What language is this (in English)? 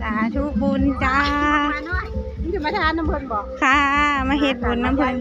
Northeastern Thai